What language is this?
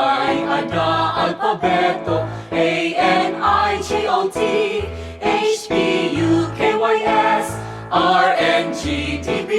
Waray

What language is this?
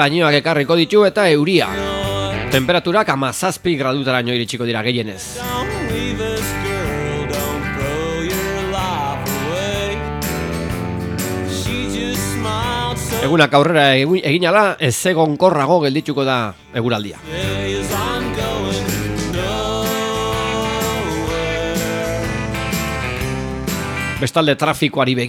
Basque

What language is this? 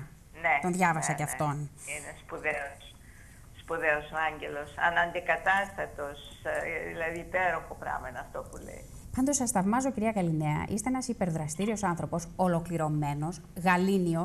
Greek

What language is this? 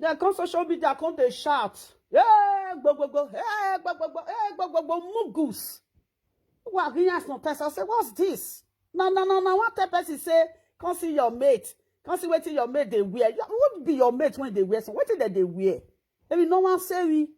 Nigerian Pidgin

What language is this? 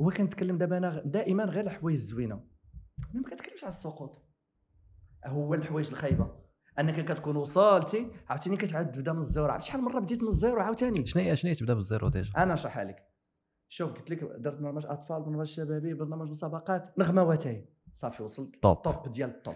Moroccan Arabic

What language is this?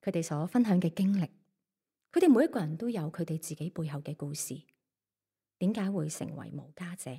Cantonese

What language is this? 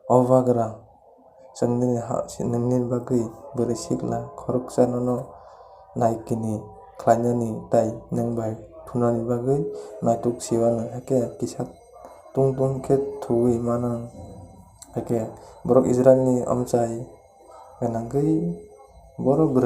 Kok Borok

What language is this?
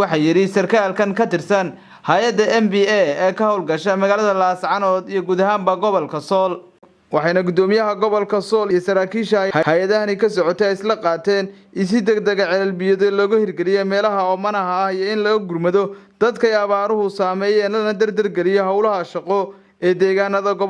Somali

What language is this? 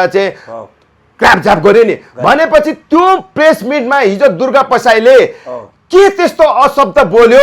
Nepali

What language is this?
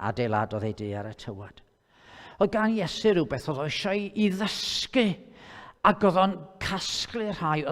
Welsh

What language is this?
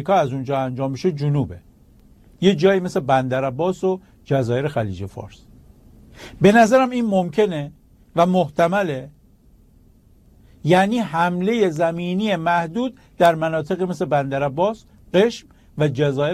Persian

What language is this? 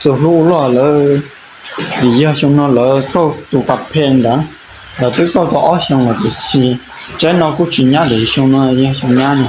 Hmong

